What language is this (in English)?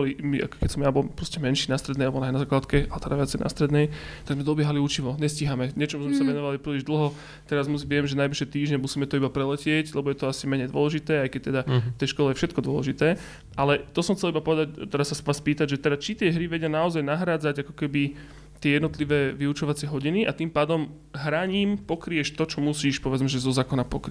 Slovak